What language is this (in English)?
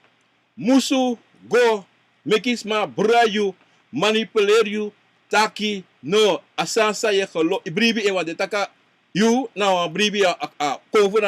Sranan Tongo